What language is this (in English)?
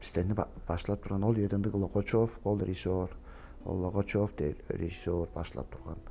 Tuvinian